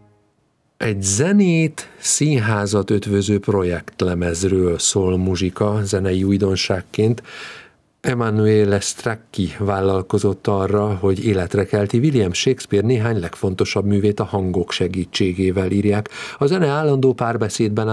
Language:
Hungarian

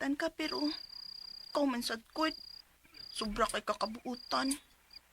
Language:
Cebuano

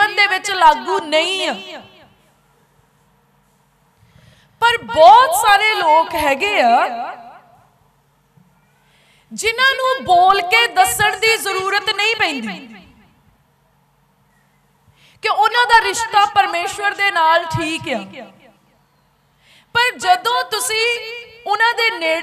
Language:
Punjabi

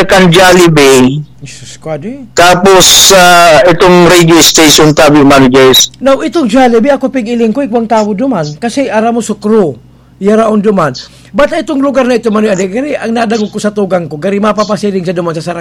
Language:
Bikol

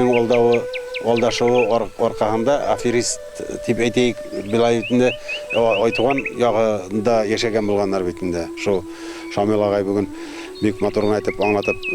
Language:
Bashkir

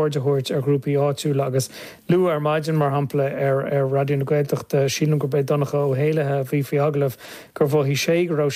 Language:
Irish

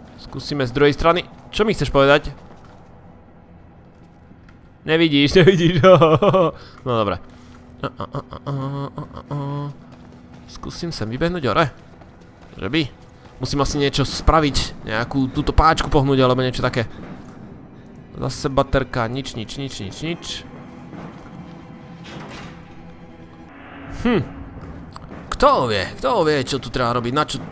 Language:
Slovak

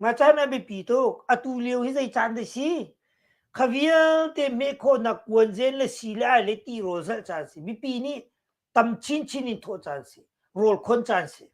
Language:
Hakha Chin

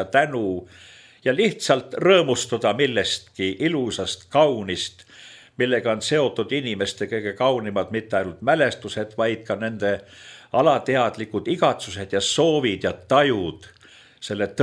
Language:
Estonian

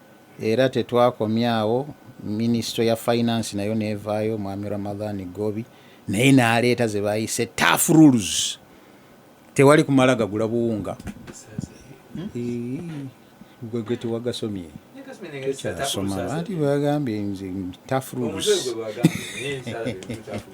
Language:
Ganda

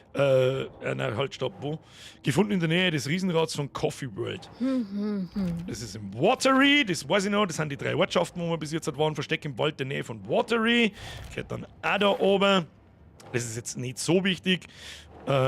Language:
Bavarian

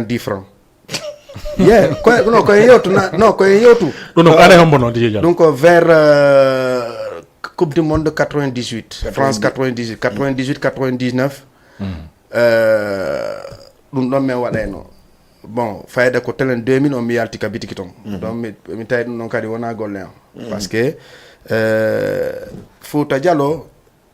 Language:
Fula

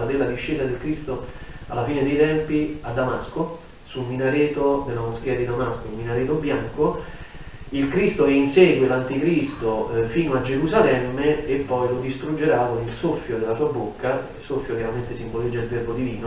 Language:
Italian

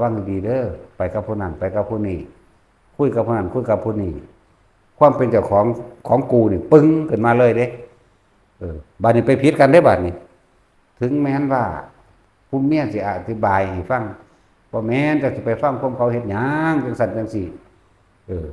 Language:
Northeastern Thai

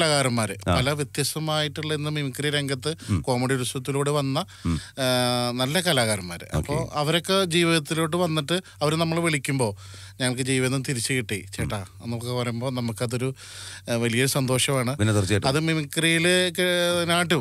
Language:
Malayalam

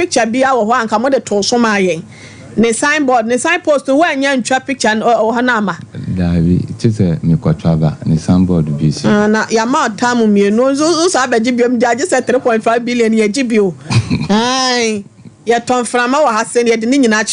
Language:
Akan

